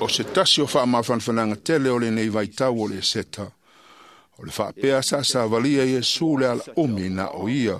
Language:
Samoan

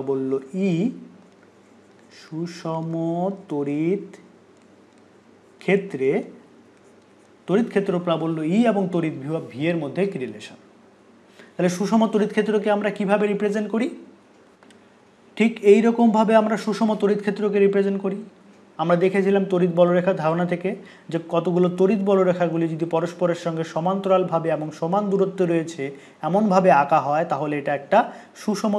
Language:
Bangla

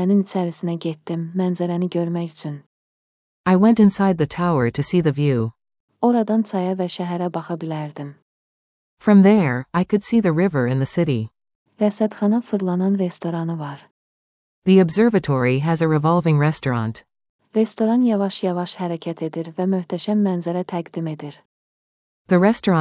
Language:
Azerbaijani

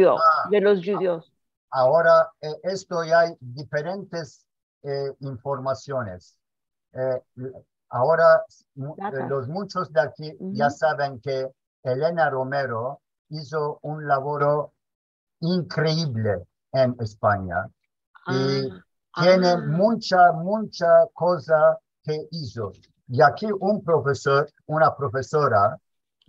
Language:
Ladino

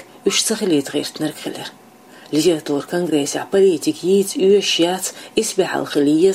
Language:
Chechen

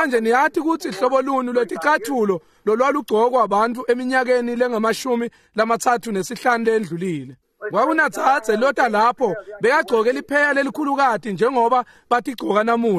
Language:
Swati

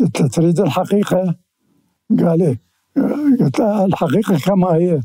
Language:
Mesopotamian Arabic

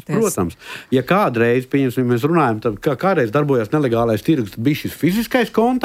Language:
Latvian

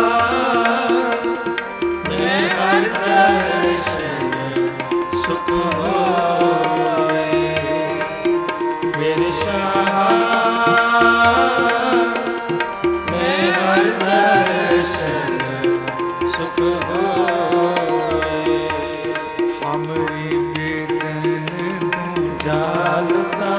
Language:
Punjabi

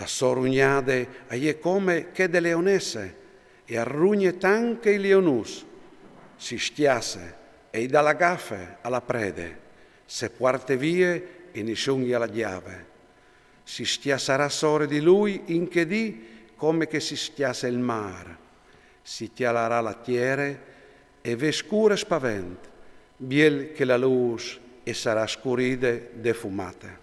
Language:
Friulian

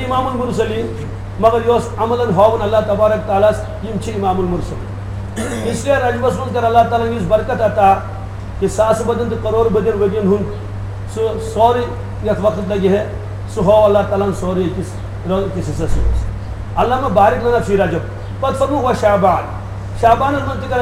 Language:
Kashmiri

